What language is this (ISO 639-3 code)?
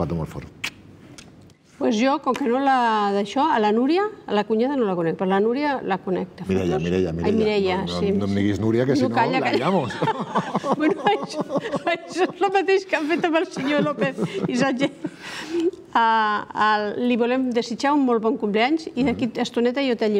cat